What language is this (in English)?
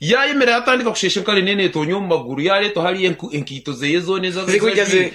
Nyankole